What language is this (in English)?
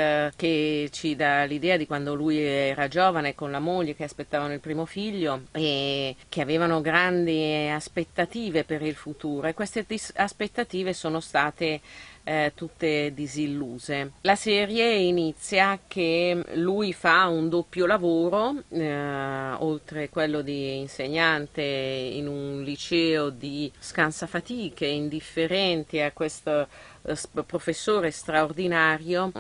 Italian